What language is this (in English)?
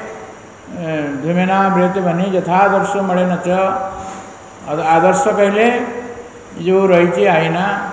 Odia